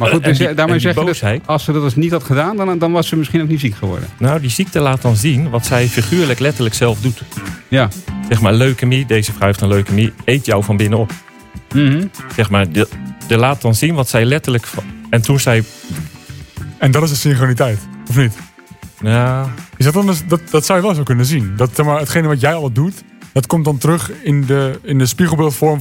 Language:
Dutch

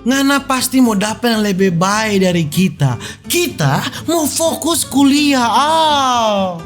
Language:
Manado Malay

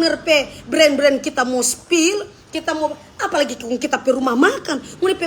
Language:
Manado Malay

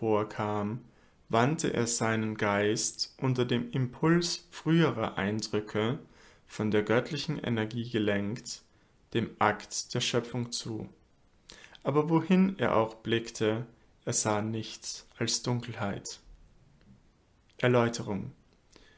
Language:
German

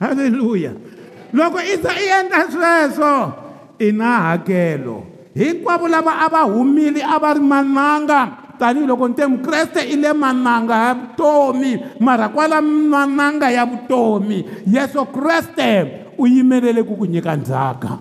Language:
Tsonga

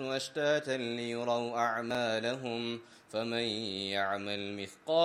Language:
Arabic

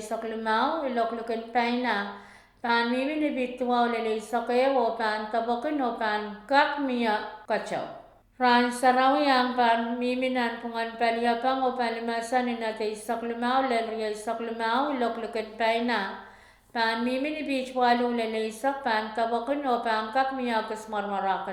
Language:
Pohnpeian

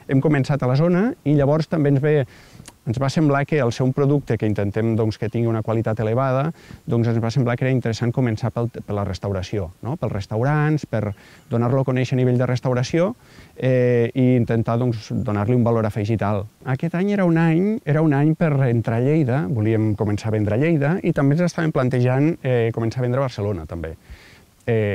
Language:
Catalan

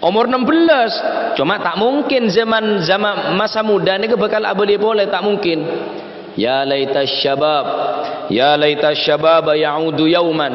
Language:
Madurese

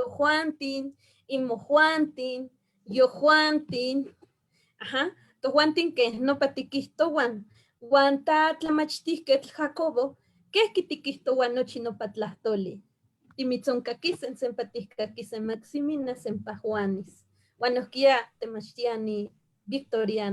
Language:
Eastern Huasteca Nahuatl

